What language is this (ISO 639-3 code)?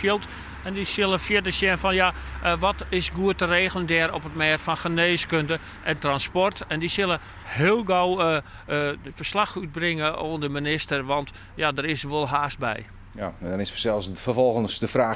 fry